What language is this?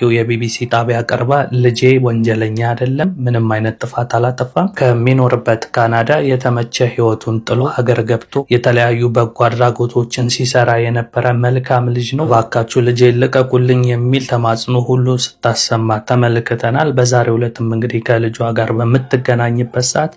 Amharic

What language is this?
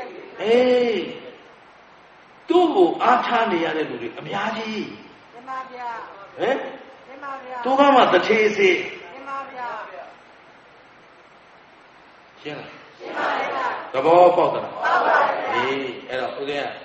Burmese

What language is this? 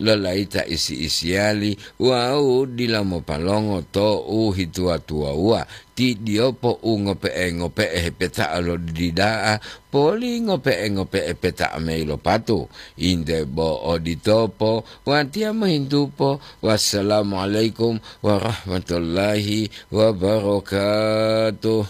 Gorontalo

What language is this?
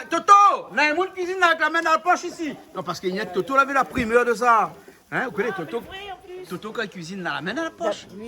Réunion Creole French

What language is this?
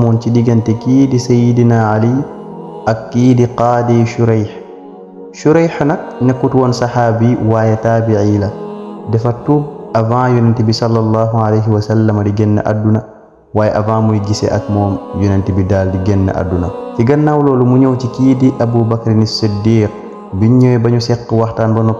Wolof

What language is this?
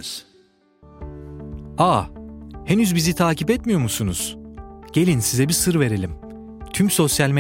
Turkish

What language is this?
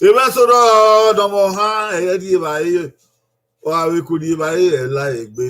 Bini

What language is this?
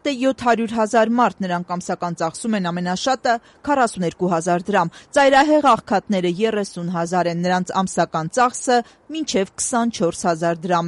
Armenian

